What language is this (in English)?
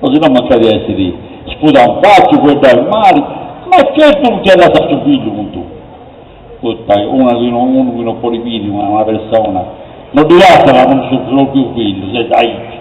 Sardinian